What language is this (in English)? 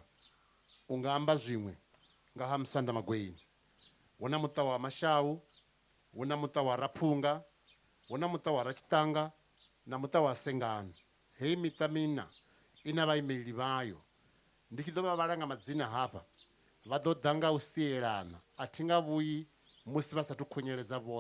Venda